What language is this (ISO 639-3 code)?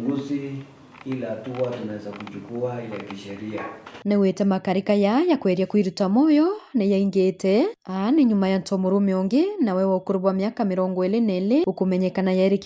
mer